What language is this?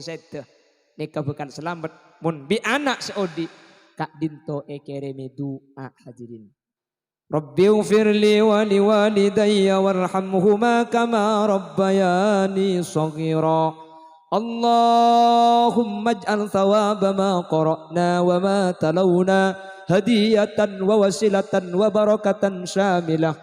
Madurese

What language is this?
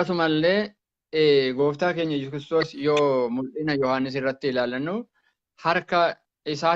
Oromo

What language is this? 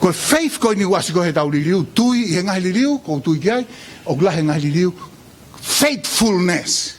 Tongan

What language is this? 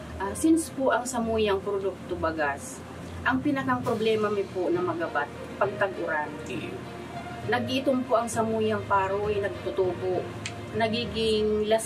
Bikol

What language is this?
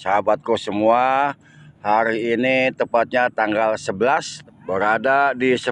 Betawi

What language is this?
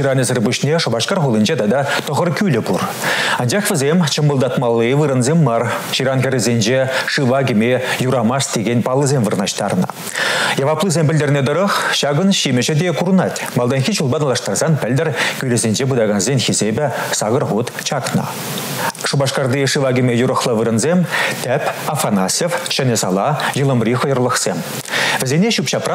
Chuvash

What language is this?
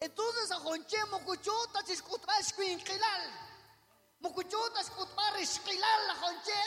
Kekchí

